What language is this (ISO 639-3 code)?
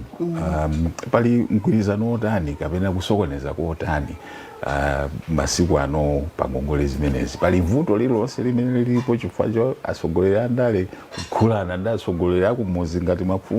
nya